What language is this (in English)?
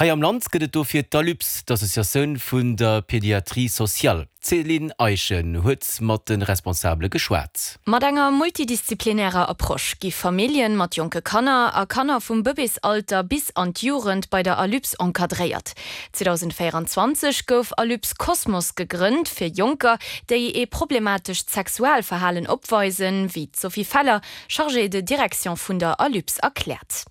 Luxembourgish